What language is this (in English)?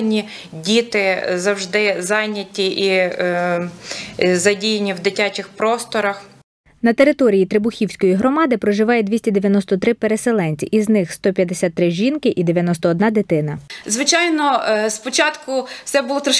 Ukrainian